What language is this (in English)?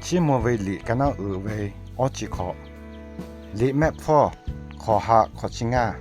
Lahu